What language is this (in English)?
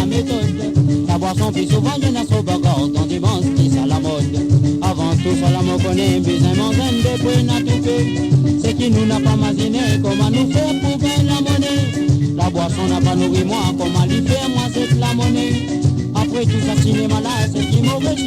Morisyen